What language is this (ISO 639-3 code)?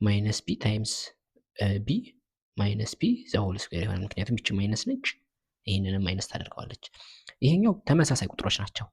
amh